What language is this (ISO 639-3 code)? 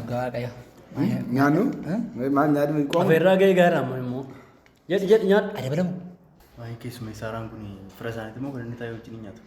orm